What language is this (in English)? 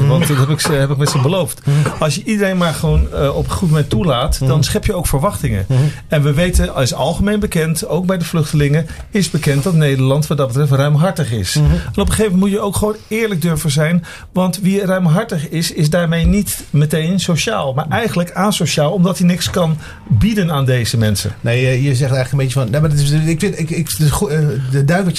Dutch